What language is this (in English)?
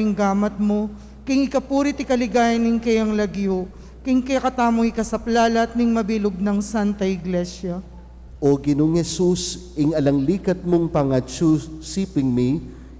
Pampanga